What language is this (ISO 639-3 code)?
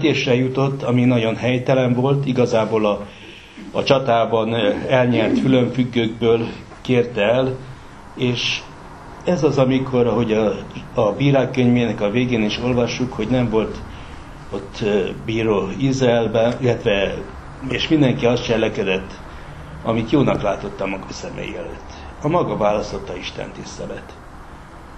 hun